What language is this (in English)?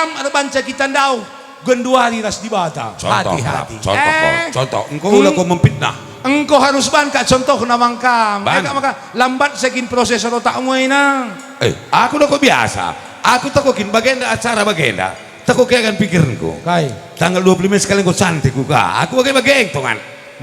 Batak Karo